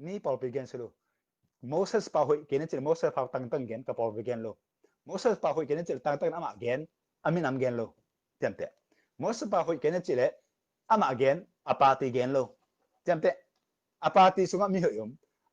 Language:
Tedim Chin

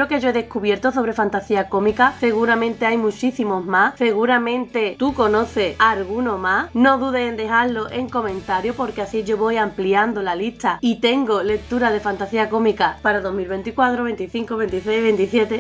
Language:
Spanish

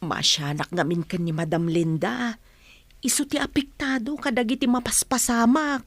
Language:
Iloko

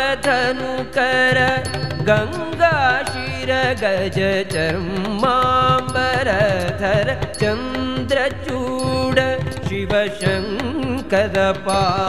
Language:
Kannada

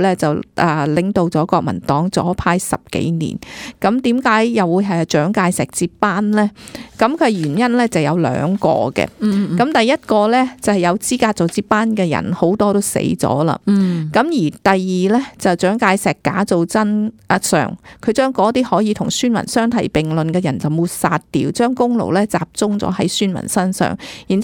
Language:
Cantonese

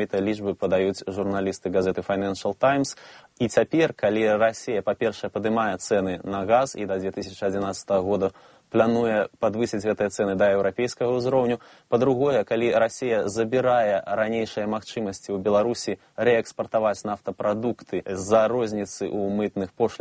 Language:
Belarusian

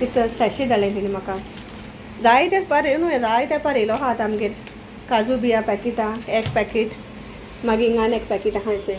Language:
Konkani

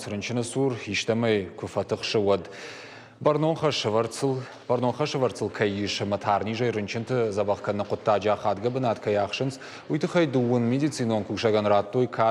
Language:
Ossetic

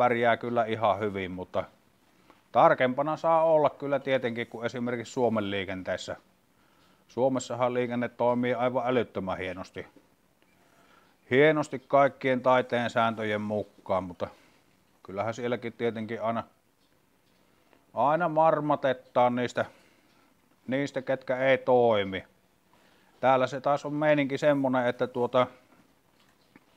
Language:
Finnish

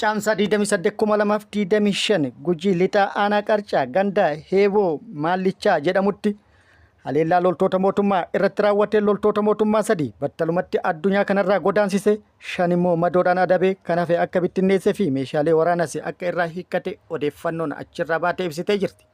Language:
Oromo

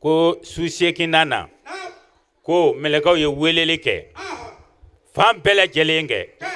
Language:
Bambara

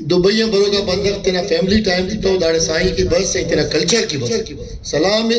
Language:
Brahui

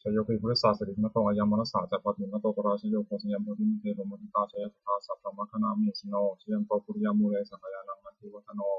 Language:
Pali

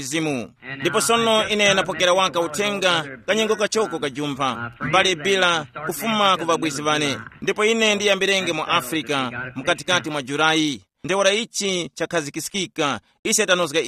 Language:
Tumbuka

